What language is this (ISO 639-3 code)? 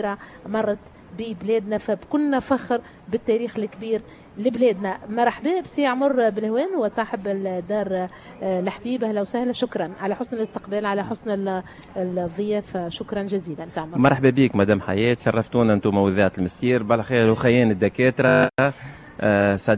aeb